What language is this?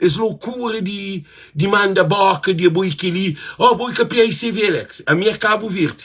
Kabuverdianu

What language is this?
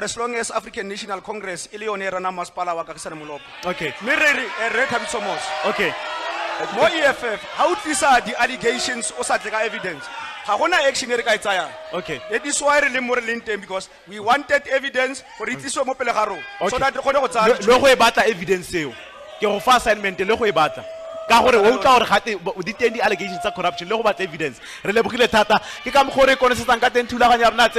Tswana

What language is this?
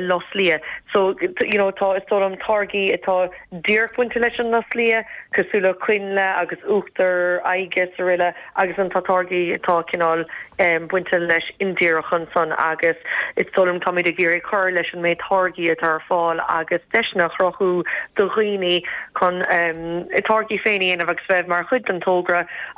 Irish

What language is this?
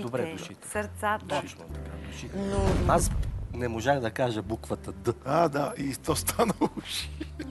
Bulgarian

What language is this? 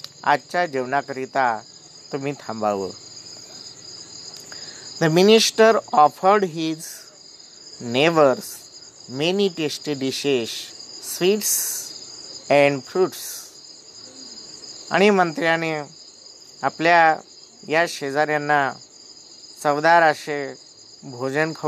Marathi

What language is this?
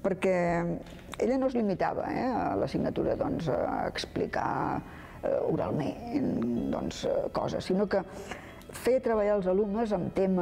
Catalan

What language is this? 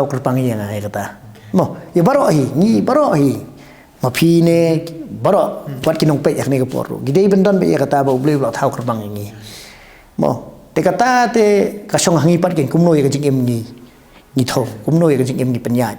Khasi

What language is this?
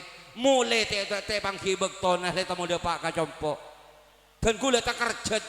Madurese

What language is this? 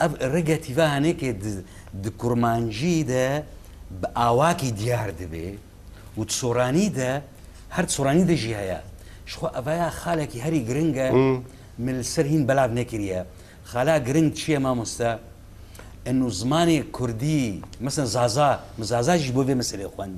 Kurdish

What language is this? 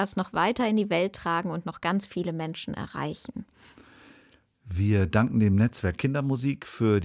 German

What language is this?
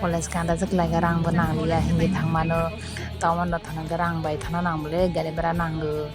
Kok Borok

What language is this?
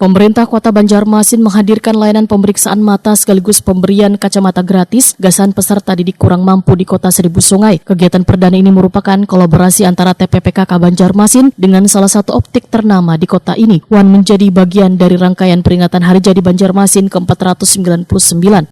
Banjar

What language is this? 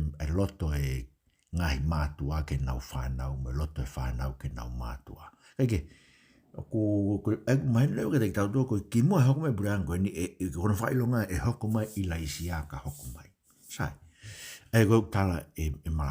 Tongan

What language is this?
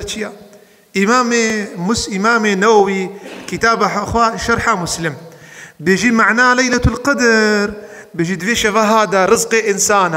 Kurdish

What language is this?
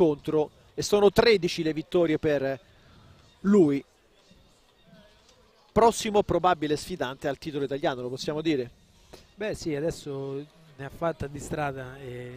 Italian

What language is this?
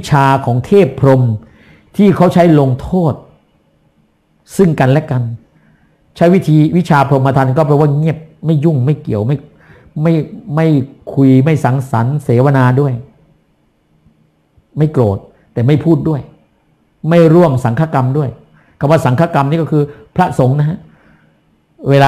Thai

